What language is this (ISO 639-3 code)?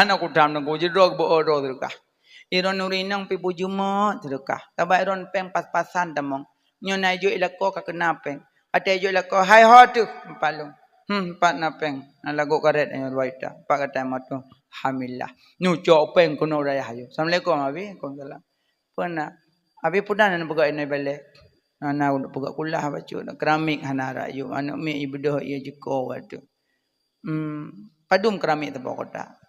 ace